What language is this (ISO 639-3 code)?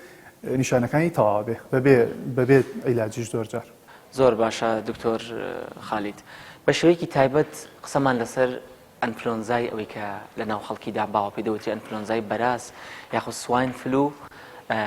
ckb